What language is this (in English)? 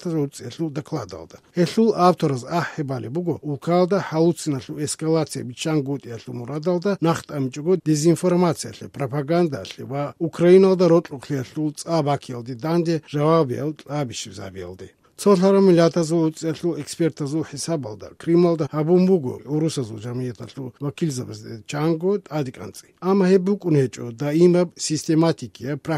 Avaric